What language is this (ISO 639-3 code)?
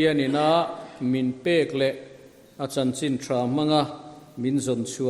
lus